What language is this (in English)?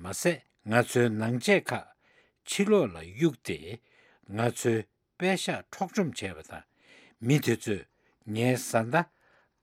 Tibetan